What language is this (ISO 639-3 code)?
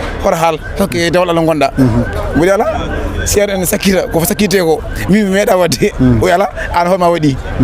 ful